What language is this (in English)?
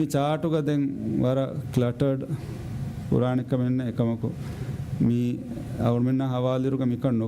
Divehi